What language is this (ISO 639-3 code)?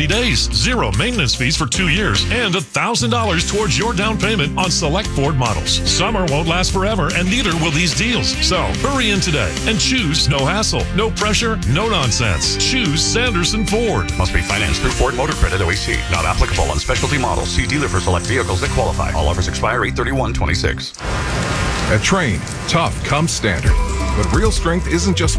eng